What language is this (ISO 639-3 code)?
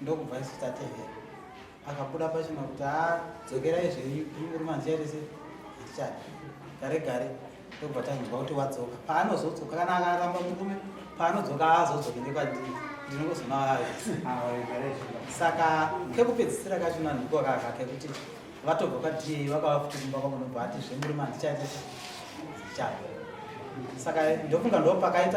sna